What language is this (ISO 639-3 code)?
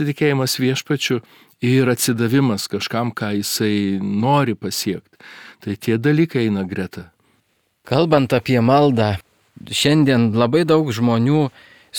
lit